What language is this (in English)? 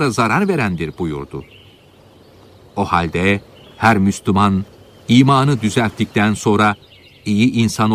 Turkish